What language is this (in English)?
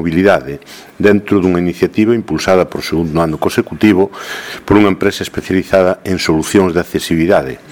Galician